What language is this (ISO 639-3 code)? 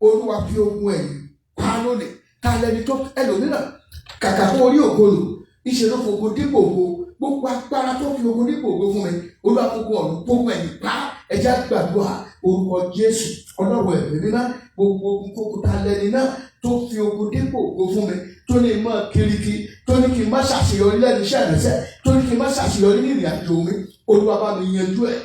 yor